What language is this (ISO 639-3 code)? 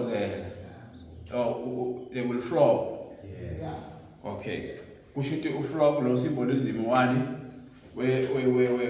zul